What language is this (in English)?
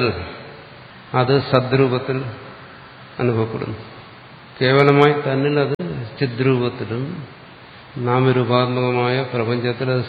Malayalam